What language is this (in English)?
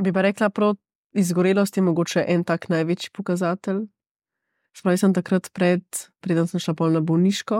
Slovenian